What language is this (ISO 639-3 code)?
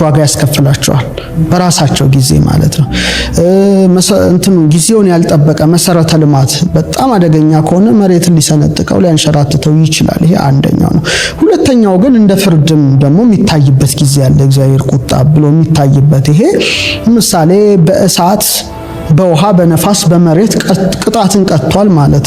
amh